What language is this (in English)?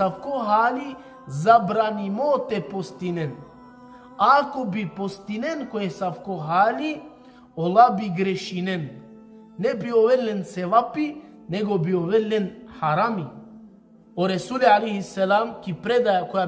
Balkan Romani